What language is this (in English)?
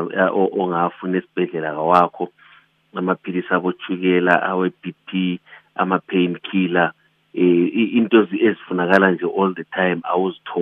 North Ndebele